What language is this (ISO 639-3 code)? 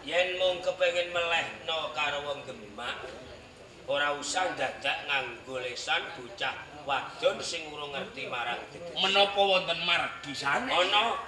jav